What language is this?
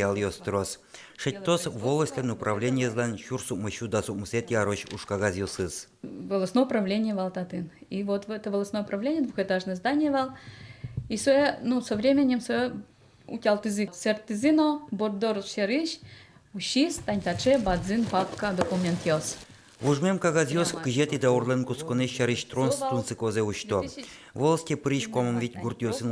Udmurt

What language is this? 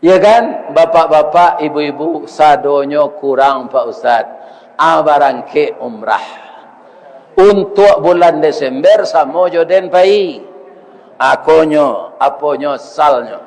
Minangkabau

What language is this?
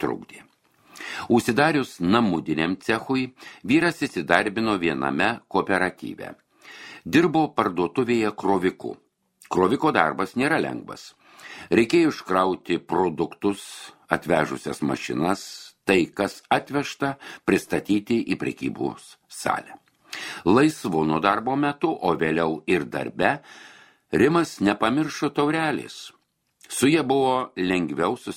Lithuanian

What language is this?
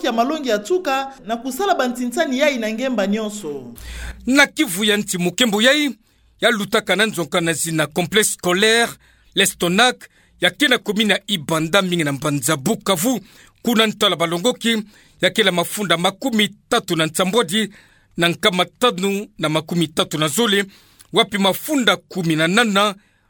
Kituba (Democratic Republic of Congo)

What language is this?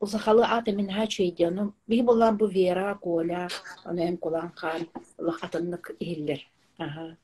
Yakut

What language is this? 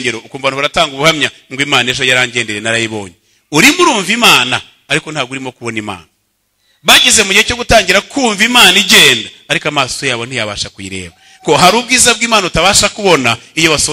Kinyarwanda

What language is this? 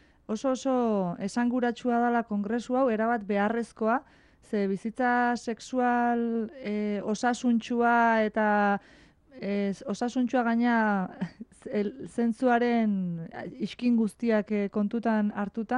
Basque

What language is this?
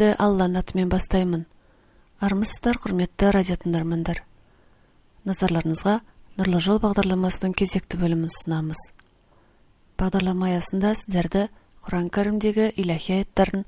Kazakh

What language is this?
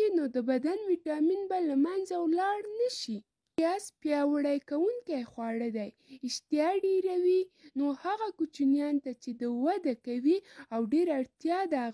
Pashto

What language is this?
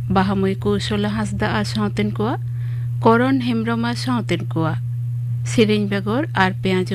Santali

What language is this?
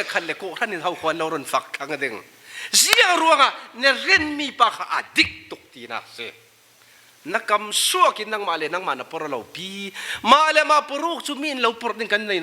Falam Chin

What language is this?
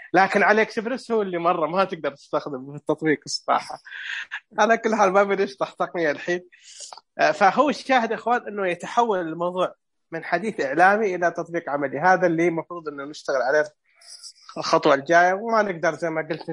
Najdi Arabic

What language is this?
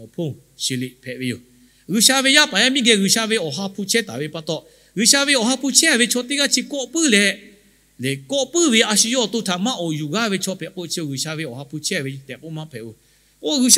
Lahu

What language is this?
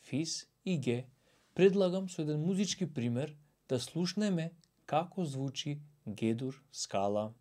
Macedonian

